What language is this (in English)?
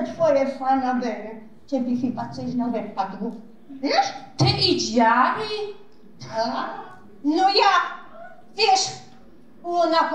Silesian